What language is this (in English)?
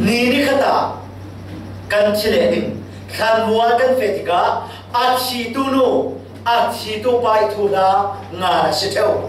Falam Chin